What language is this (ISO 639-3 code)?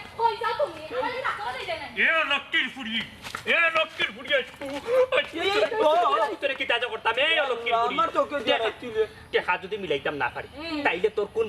syl